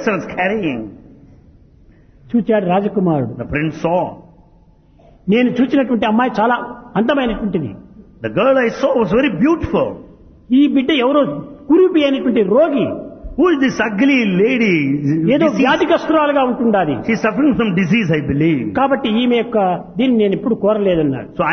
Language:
Telugu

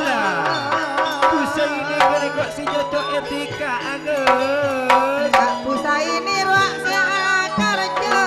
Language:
Madurese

